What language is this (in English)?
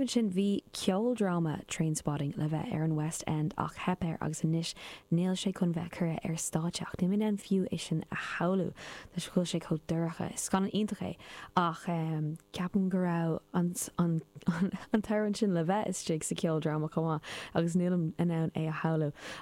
Irish